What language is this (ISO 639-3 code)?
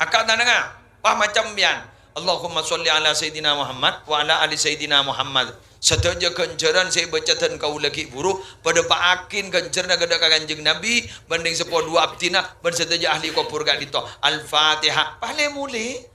mad